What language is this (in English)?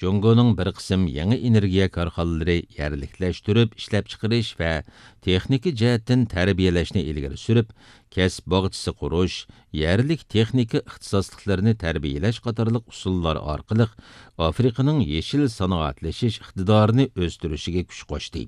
Uyghur